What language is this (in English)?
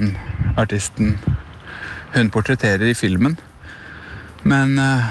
Norwegian